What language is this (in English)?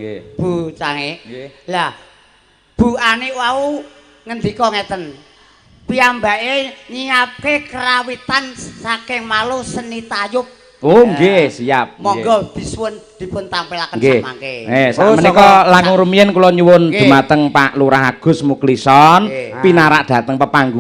Javanese